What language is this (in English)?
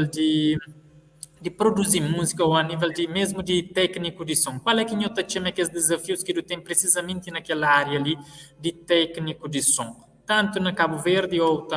Kabuverdianu